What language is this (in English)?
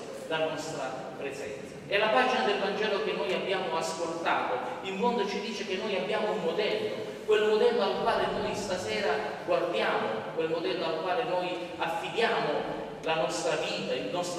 Italian